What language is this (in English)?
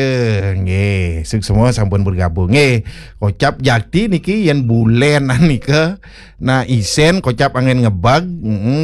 Balinese